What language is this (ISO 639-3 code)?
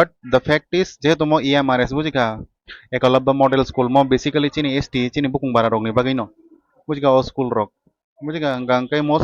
trp